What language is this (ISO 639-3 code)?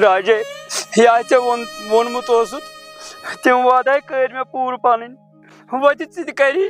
kas